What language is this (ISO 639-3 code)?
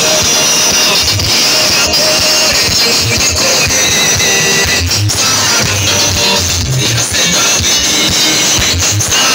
kin